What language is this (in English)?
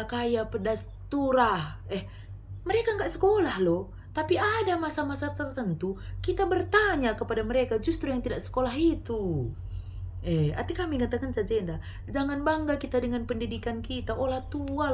Batak Karo